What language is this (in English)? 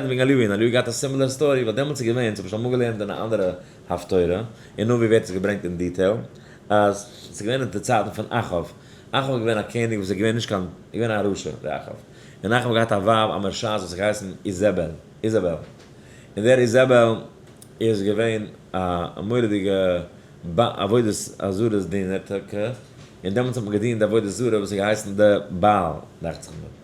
Yiddish